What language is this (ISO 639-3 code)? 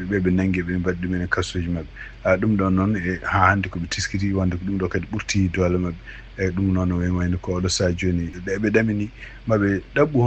ful